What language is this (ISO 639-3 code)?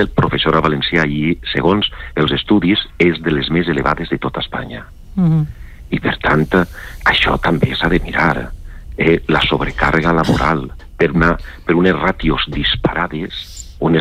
cat